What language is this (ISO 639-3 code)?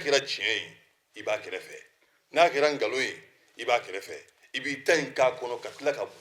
bam